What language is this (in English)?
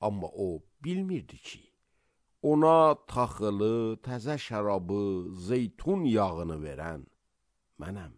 Azerbaijani